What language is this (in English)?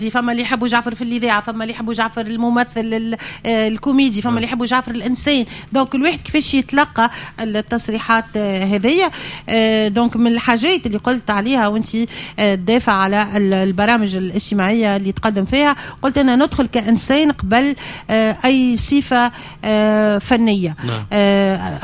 Tunisian Arabic